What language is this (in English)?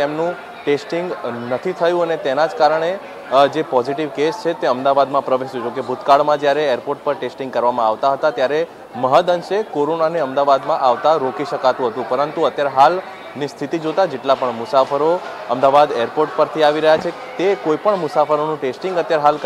Gujarati